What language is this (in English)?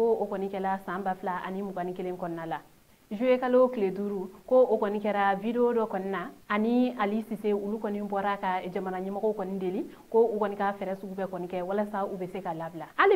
Bambara